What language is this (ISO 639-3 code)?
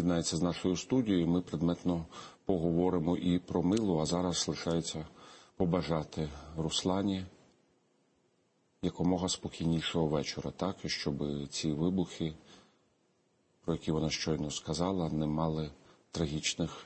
ukr